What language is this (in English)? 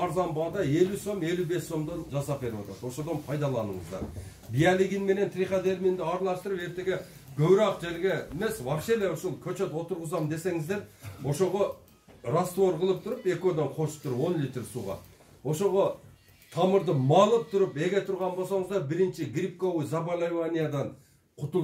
Kyrgyz